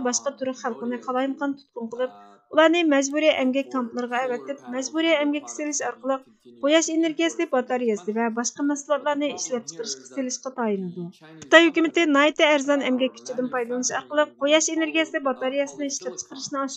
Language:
Uyghur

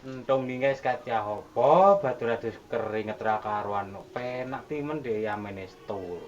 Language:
Javanese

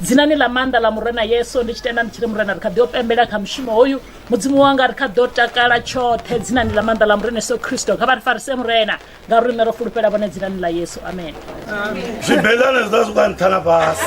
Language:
Venda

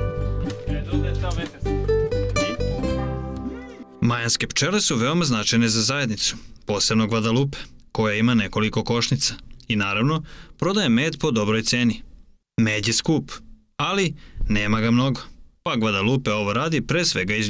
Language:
Serbian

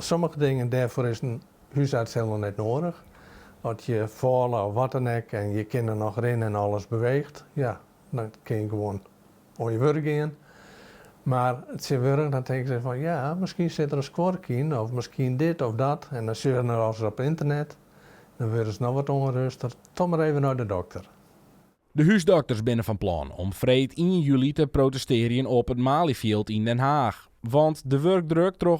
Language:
Western Frisian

